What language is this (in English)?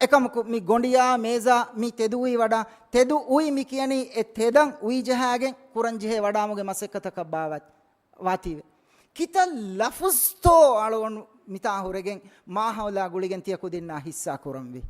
Divehi